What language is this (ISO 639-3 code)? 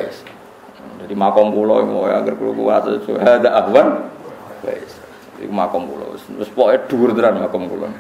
jav